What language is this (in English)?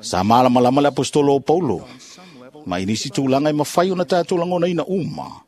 Samoan